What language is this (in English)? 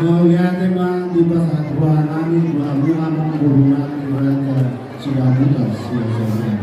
Batak Toba